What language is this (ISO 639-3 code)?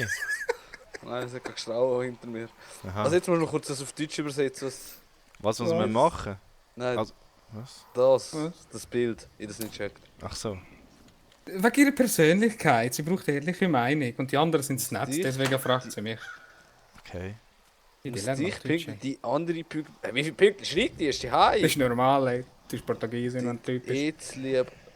gsw